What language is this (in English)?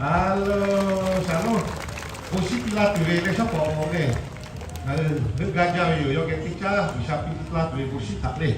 Lahu